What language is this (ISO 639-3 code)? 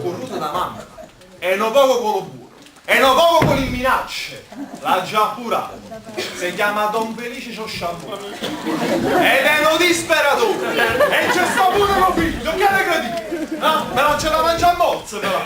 nap